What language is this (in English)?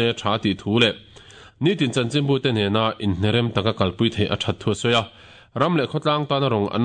Mizo